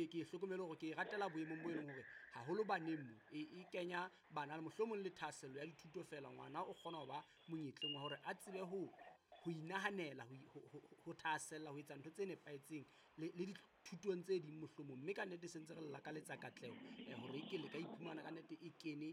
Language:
Southern Sotho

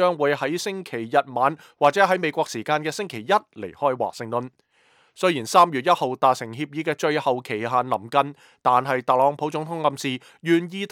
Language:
Cantonese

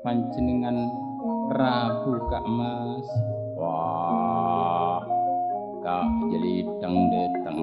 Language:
Madurese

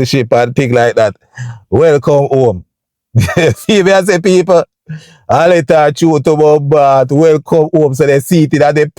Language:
Jamaican Creole English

